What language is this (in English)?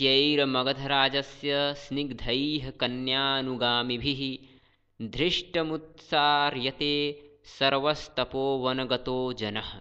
Sanskrit